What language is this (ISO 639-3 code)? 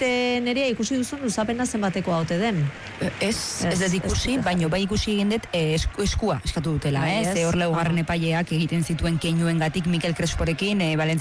eus